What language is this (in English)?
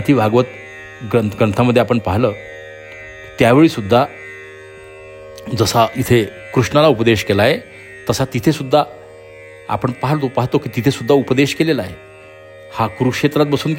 Marathi